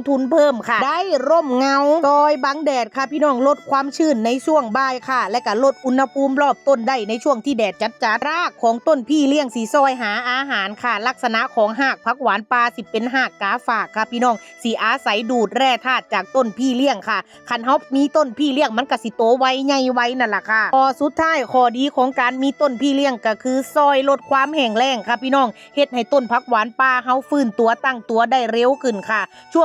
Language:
Northeastern Thai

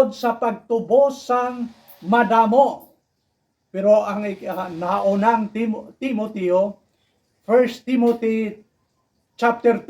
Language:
Hiligaynon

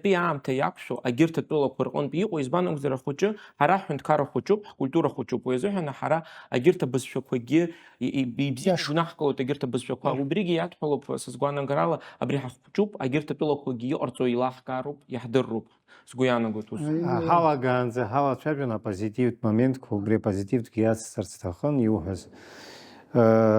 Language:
Abkhazian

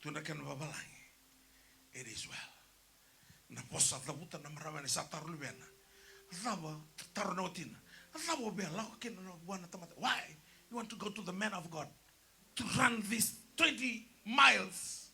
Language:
Fijian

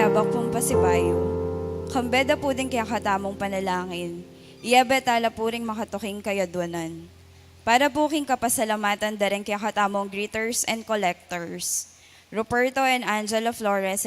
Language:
Pampanga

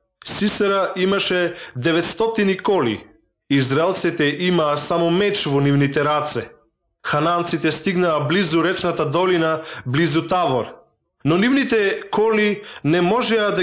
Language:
Macedonian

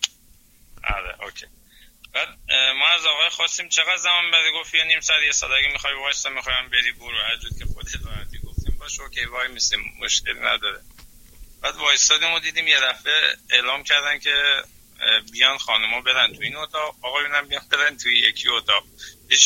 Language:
Persian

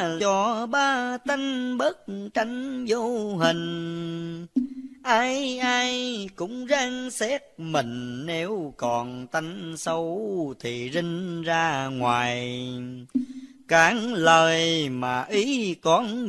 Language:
Vietnamese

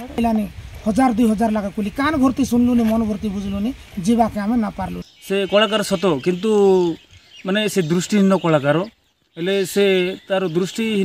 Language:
Odia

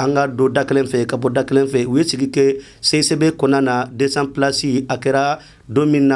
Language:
Bambara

